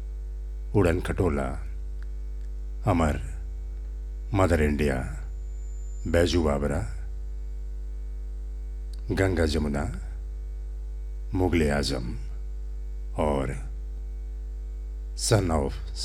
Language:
Hindi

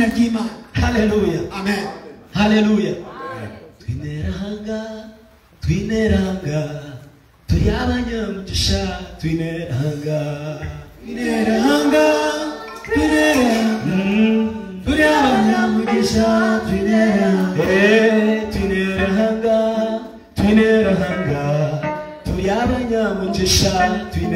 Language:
Kinyarwanda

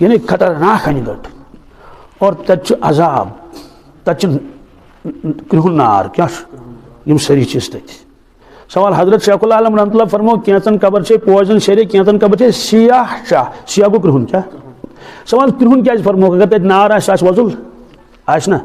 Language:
Kashmiri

